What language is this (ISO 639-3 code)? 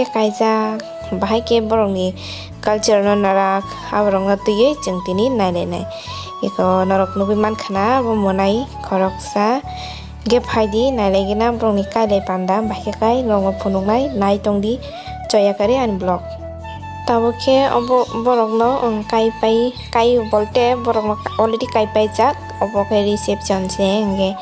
trp